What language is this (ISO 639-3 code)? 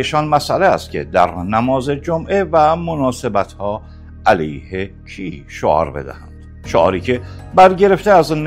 fas